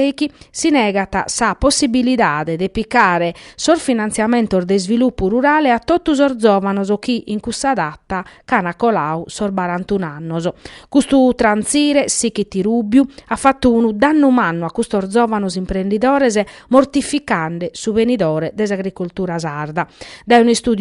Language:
Sardinian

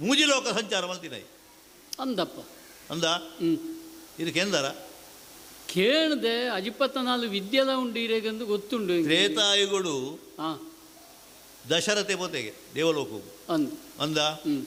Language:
Tulu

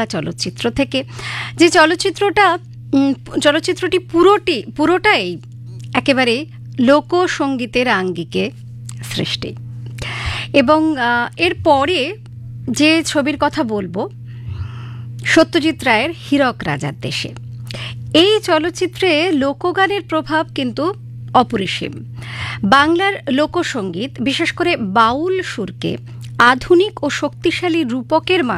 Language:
Bangla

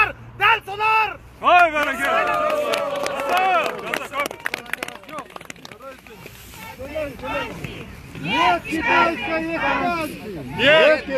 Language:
Kazakh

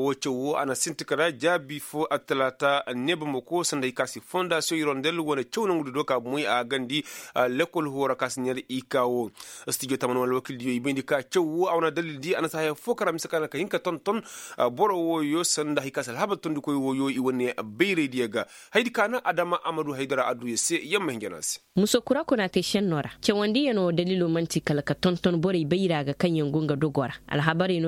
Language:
Koyraboro Senni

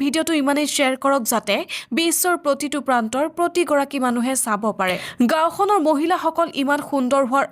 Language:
Assamese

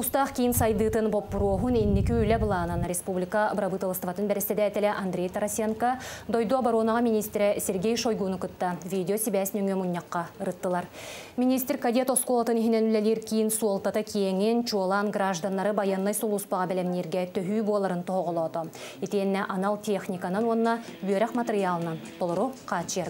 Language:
Yakut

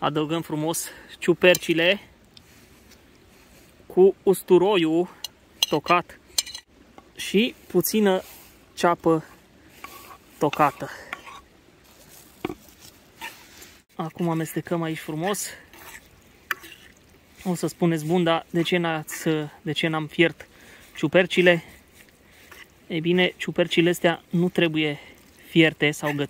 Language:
Romanian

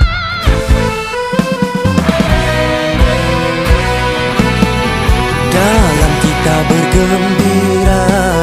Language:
Malay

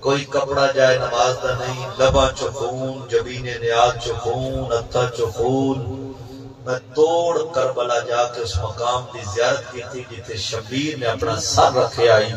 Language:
Saraiki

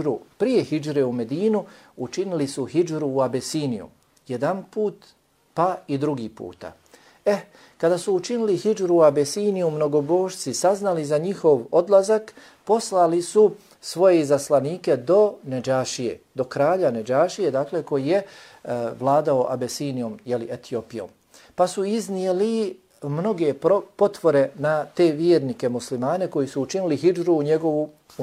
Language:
Bosnian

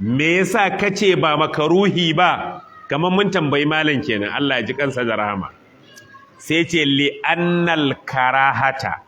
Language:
Hausa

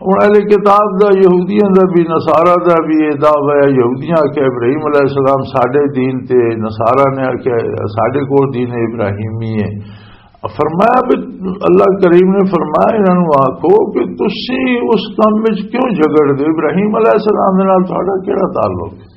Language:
Western Panjabi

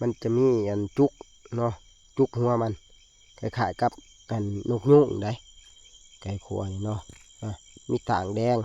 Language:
Northeastern Thai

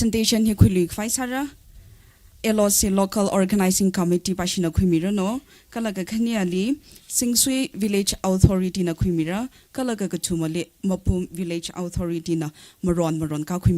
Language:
Tangkhul Naga (India)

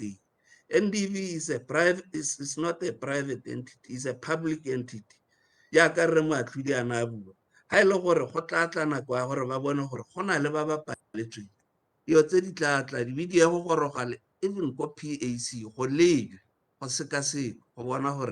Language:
Tswana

